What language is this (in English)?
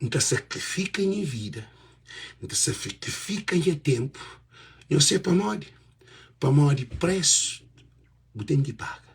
Kabuverdianu